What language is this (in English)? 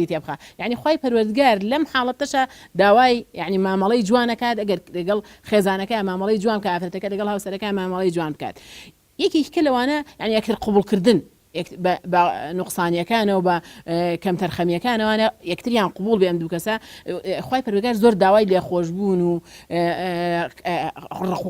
Central Kurdish